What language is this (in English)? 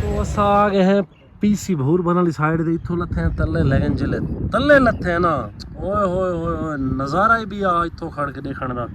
Saraiki